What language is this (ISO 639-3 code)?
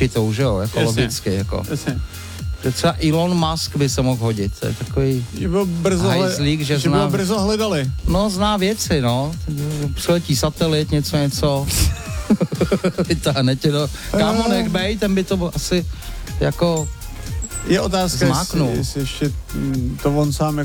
ces